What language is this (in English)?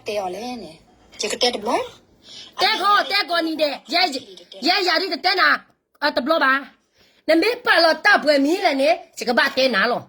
S'gaw Karen